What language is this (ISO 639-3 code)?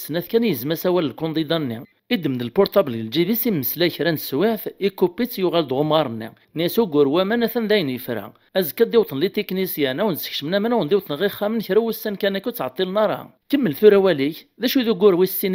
kab